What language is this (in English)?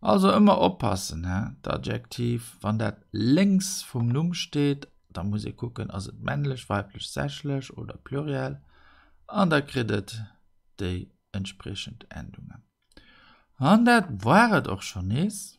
Luxembourgish